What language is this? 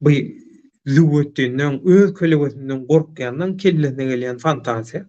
Turkmen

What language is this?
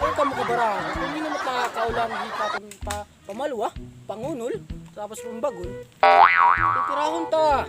Waray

